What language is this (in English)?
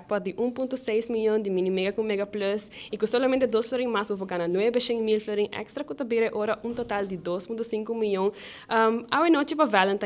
Papiamento